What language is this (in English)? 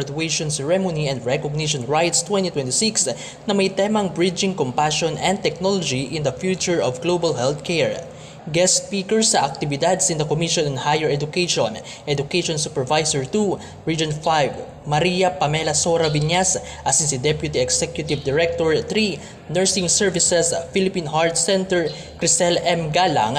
Bikol